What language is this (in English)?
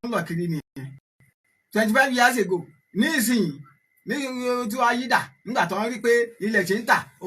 Yoruba